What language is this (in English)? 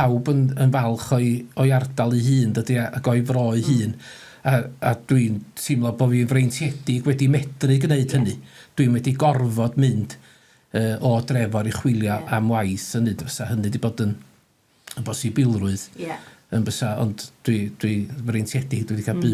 Welsh